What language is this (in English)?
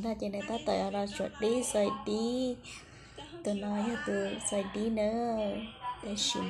Hmong